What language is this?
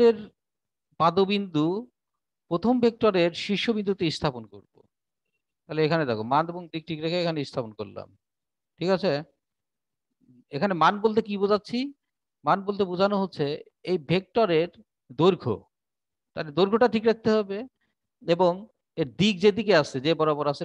Bangla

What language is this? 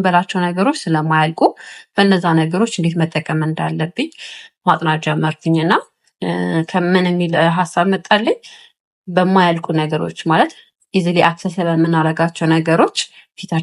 Amharic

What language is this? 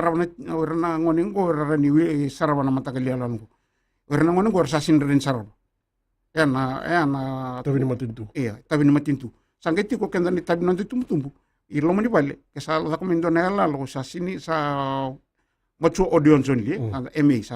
Fijian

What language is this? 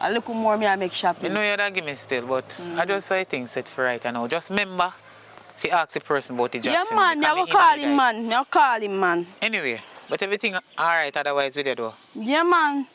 Jamaican Creole English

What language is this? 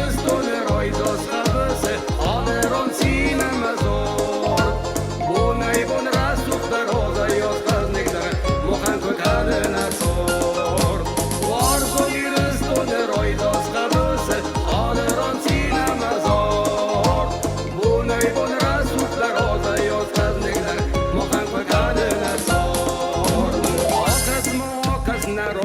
Ossetic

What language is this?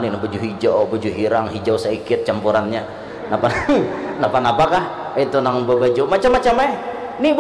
Banjar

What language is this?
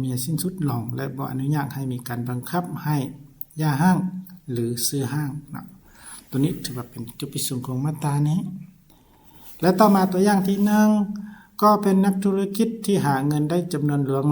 Lao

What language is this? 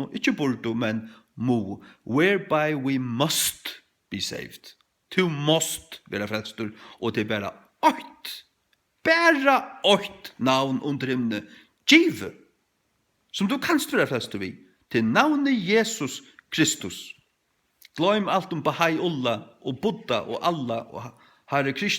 Faroese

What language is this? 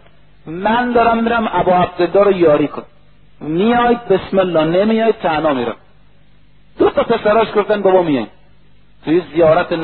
Persian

